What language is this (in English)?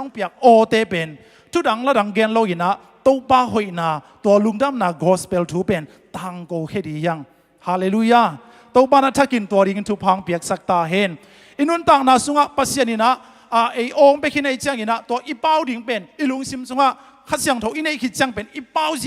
Tedim Chin